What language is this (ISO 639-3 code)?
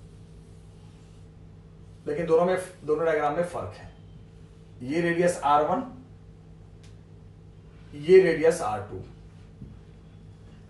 hin